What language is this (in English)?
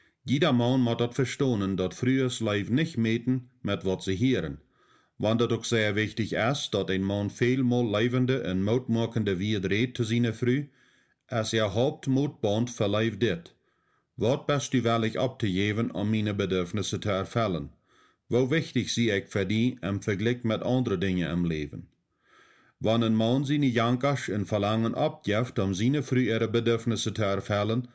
Plautdietsch